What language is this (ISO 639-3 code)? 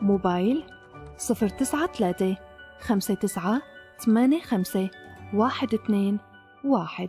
apc